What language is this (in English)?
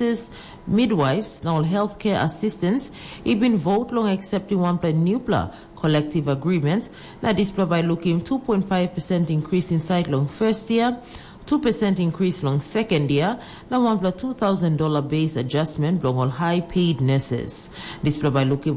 Tok Pisin